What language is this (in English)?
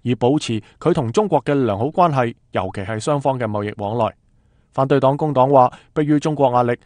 Cantonese